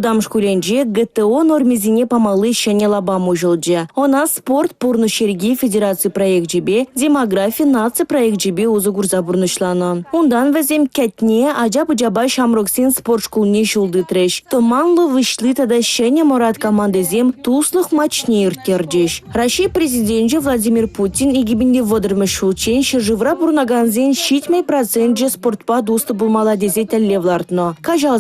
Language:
Chuvash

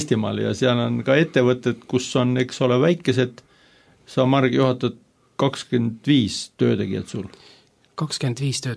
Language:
Estonian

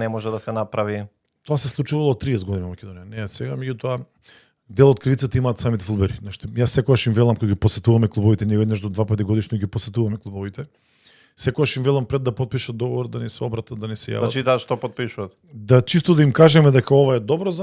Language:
Macedonian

